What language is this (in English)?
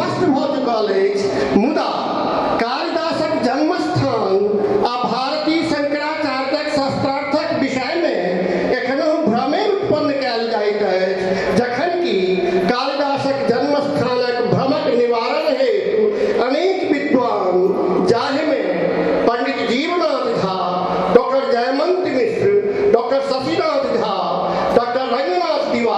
Maithili